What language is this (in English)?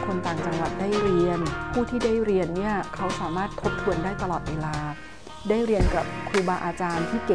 Thai